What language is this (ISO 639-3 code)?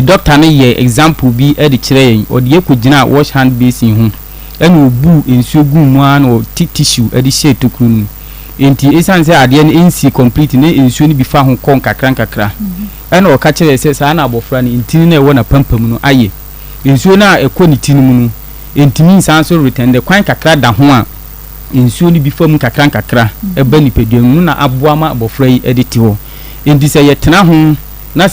aka